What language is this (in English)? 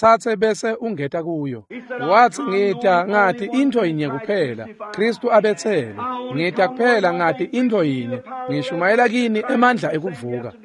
Swati